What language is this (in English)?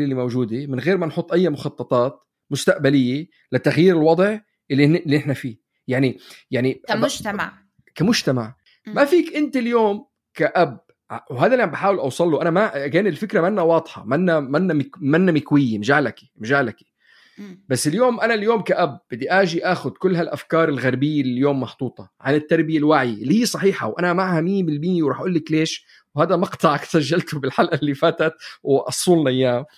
North Levantine Arabic